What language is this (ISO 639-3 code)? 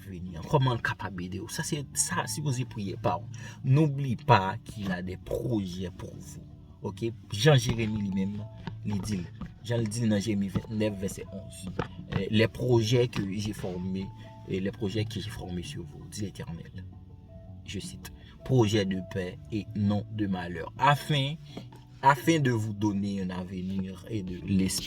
hat